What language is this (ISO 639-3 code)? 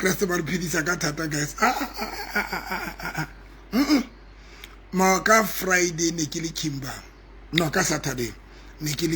sot